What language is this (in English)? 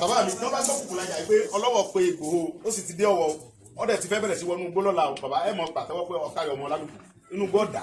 Yoruba